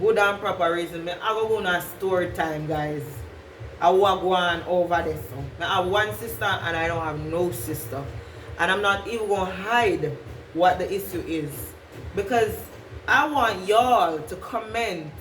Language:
Jamaican Creole English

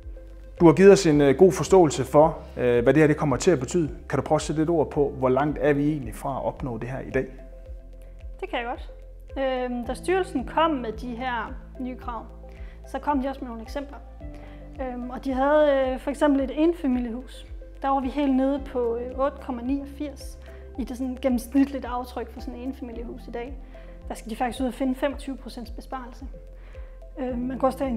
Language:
Danish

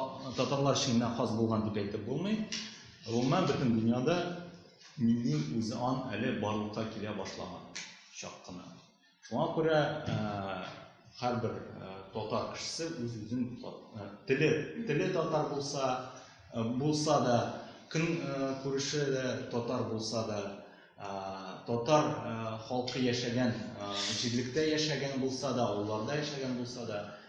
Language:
Tatar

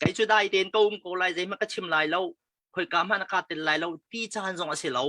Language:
Hakha Chin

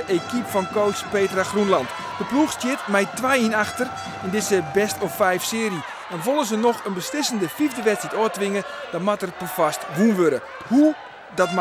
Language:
Western Frisian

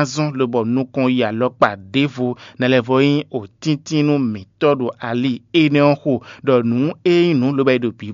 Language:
Fon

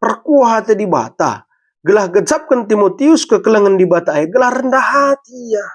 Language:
Batak Karo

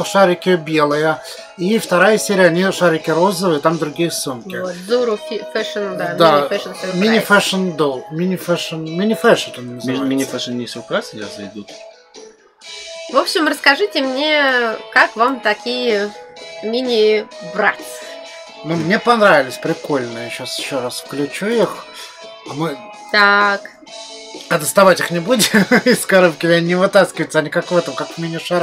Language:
Russian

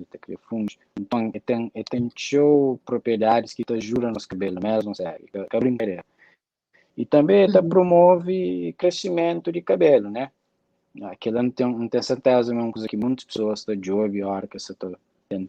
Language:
Kabuverdianu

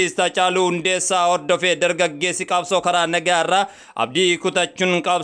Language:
Oromo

